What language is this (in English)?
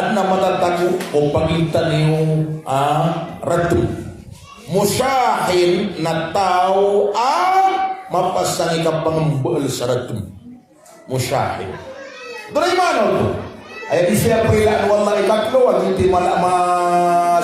Maranao